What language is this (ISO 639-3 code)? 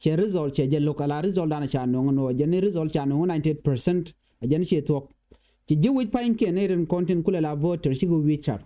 nus